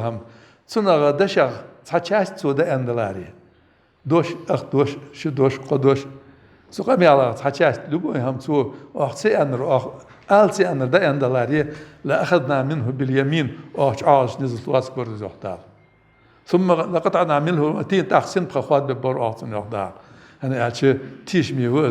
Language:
Ingush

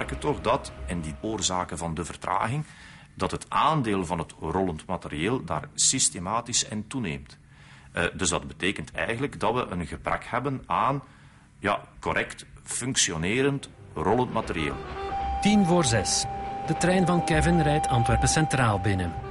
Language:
Dutch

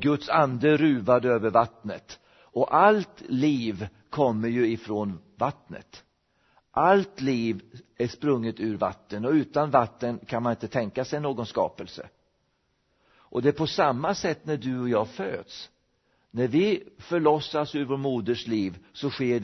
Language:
Swedish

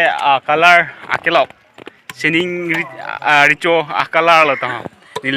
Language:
Karbi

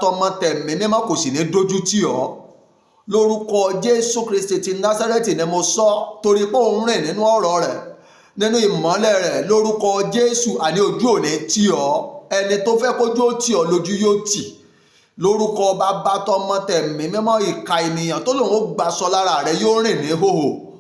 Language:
Yoruba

